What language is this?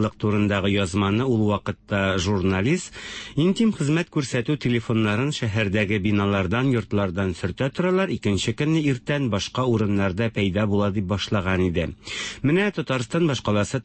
Tatar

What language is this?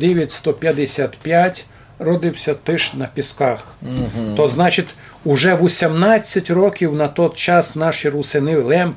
Rusyn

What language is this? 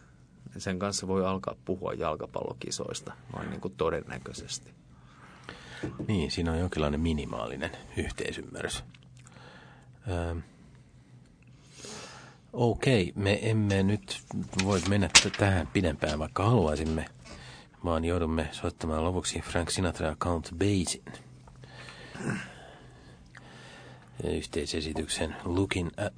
Finnish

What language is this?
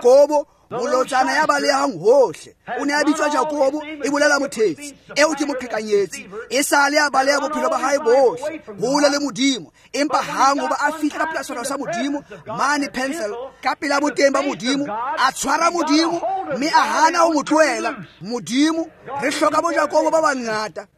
Tswana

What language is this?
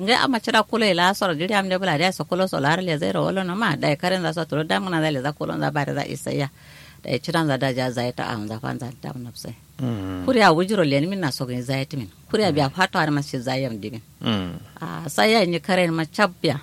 Kanuri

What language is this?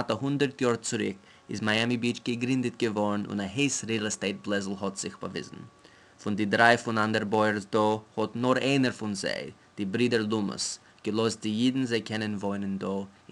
Yiddish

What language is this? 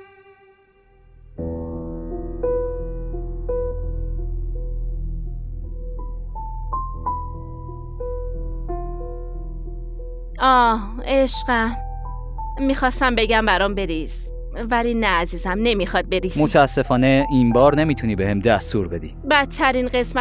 Persian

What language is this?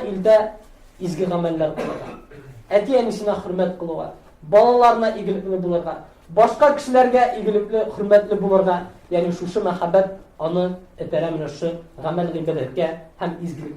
Tatar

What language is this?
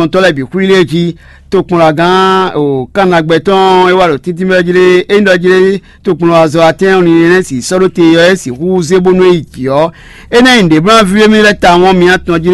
Fon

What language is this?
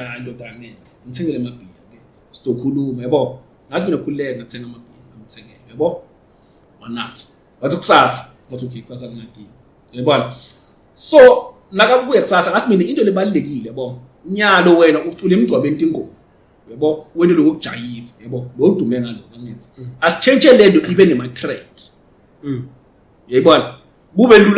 Zulu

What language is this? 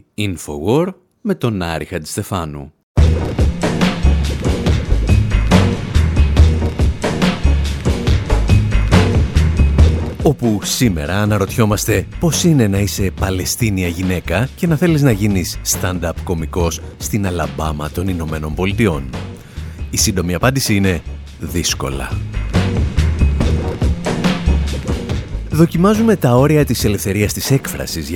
Greek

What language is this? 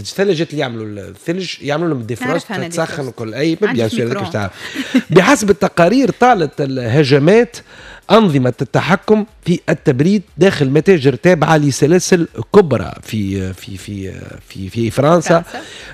Tunisian Arabic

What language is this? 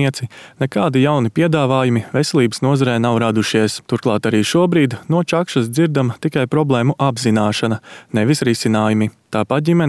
Latvian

